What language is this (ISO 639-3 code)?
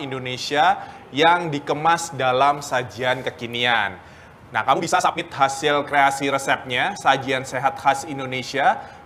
ind